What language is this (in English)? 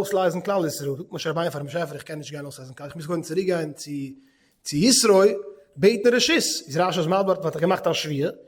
Yiddish